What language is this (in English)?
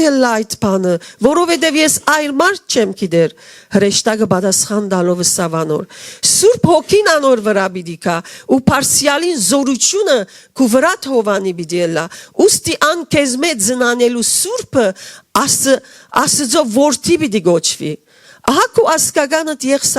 Western Armenian